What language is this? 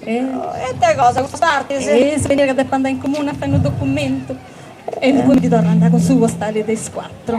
Sardinian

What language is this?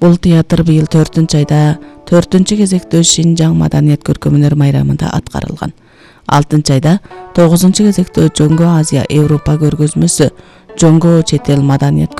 Kyrgyz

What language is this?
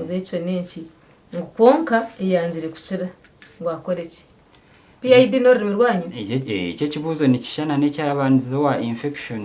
Nyankole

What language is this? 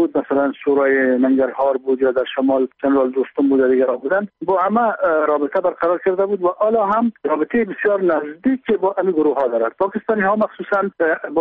Persian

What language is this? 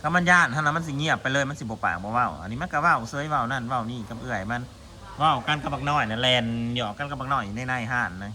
Northeastern Thai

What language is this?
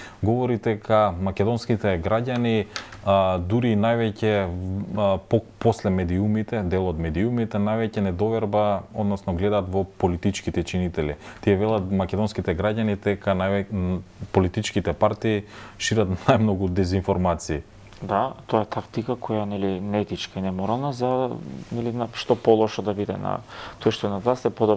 Macedonian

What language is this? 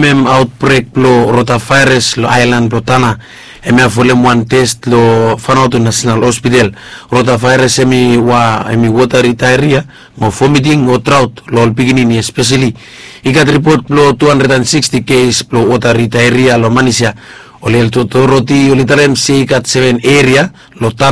Bislama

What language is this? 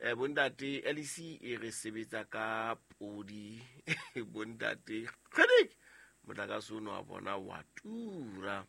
Southern Sotho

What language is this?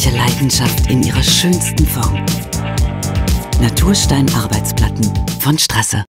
German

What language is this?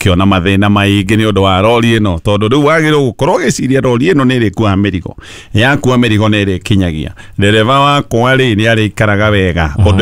Kikuyu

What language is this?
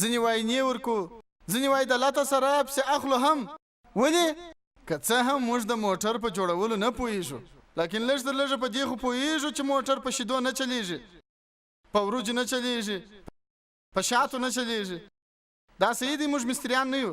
Pashto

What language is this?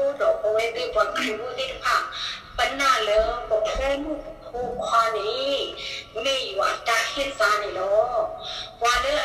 S'gaw Karen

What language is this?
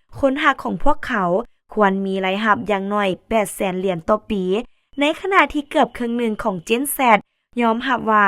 Lao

